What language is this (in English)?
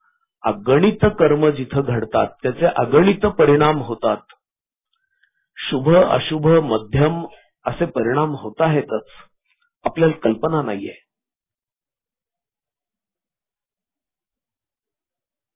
Marathi